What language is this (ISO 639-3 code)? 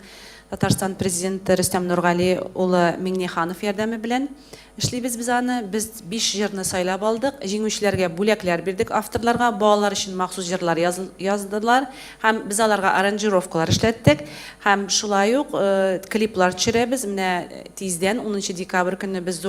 tat